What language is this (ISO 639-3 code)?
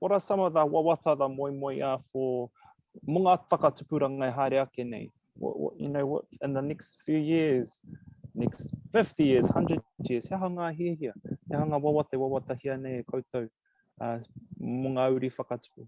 mri